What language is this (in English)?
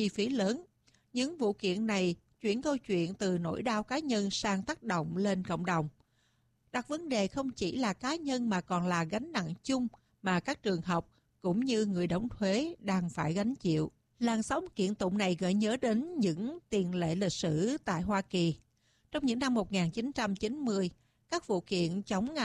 Vietnamese